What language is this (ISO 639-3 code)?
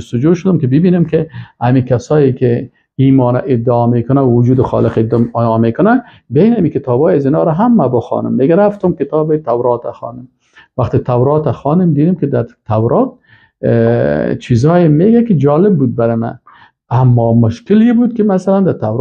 fas